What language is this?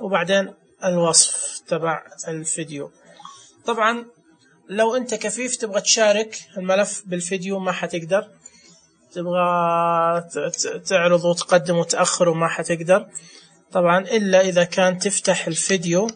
Najdi Arabic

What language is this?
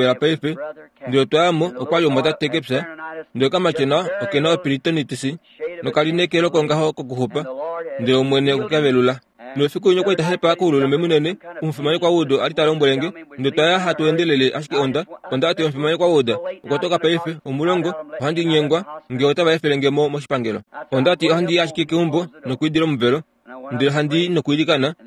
Kuanyama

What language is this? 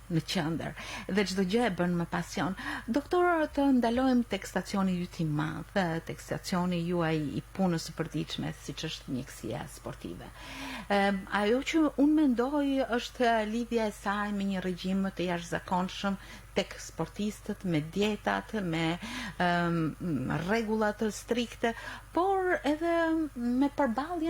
Albanian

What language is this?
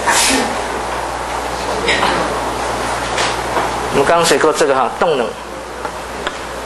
Chinese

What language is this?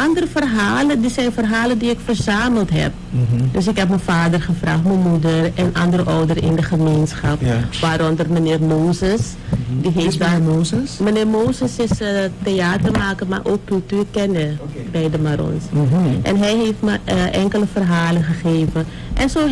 Dutch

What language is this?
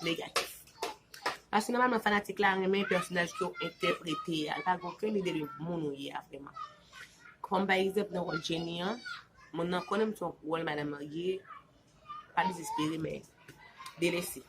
Haitian Creole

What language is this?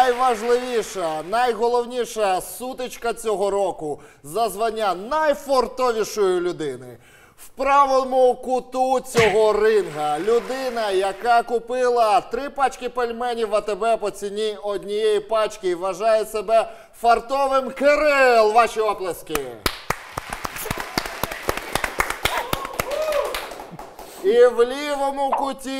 Ukrainian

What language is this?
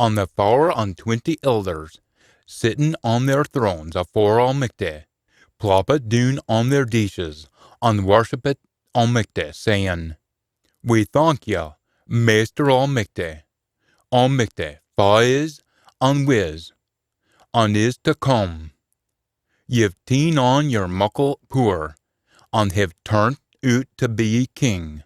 Scots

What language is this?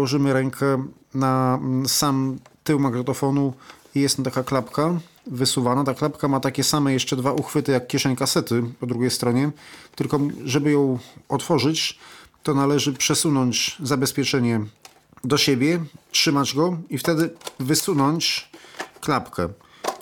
Polish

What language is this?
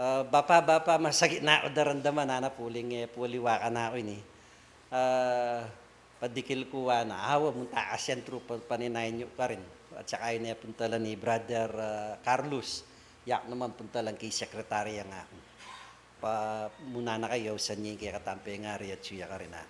Pampanga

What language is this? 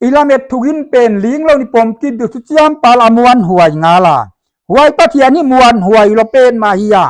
Paite Chin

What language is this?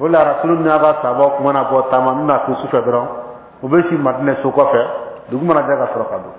Bambara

